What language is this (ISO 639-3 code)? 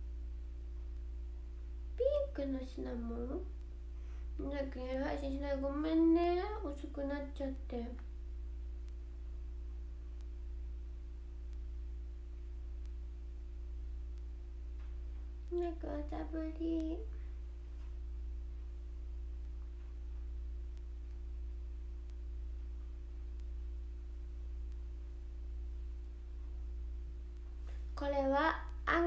jpn